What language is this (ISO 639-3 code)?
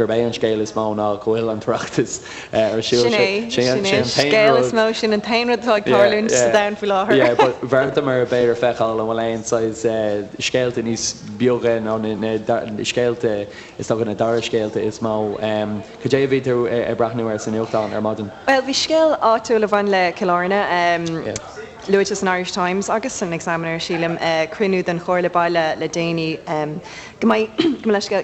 gle